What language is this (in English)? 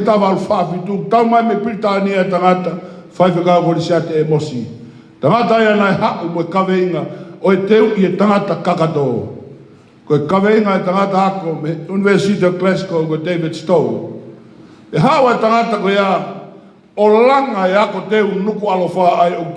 Tongan